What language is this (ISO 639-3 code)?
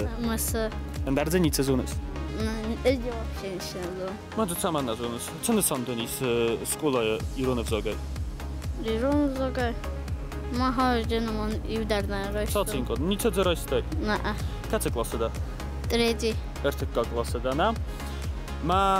oss